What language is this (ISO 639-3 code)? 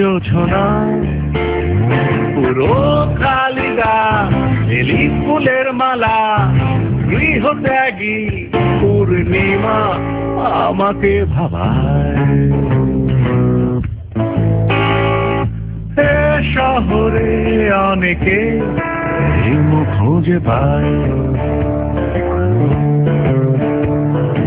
ben